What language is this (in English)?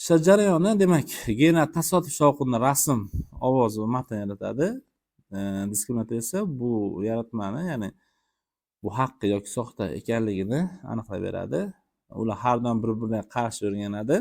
Uzbek